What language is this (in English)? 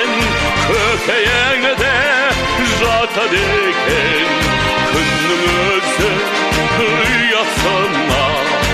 Kazakh